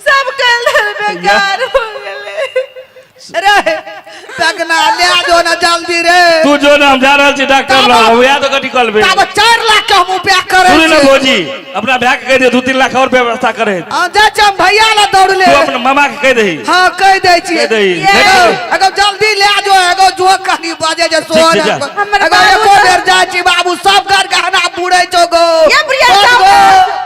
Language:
Maithili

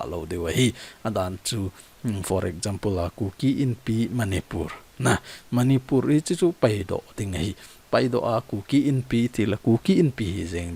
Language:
Thado Chin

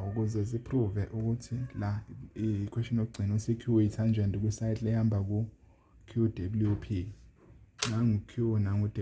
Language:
Zulu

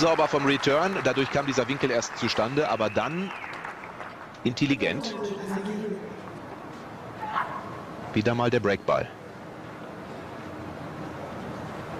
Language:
German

